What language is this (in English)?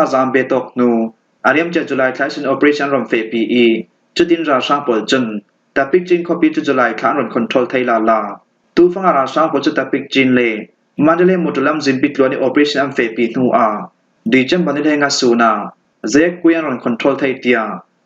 Falam Chin